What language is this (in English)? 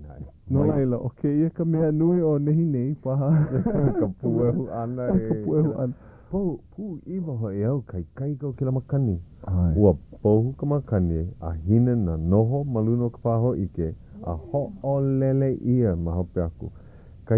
Hawaiian